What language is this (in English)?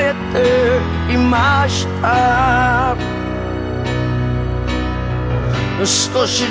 Japanese